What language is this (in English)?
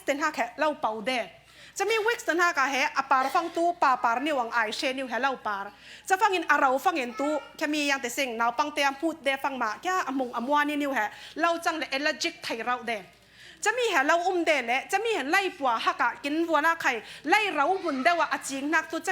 Falam Chin